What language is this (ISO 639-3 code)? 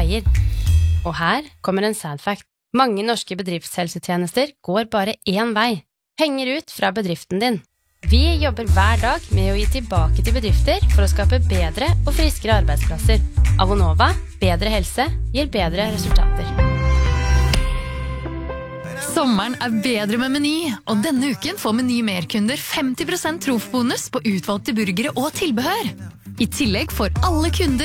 nor